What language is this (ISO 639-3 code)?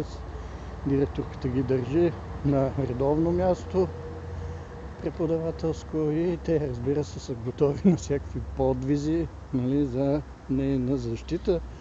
bul